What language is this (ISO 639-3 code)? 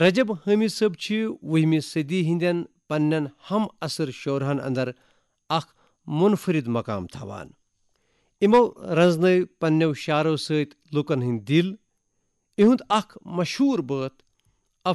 kas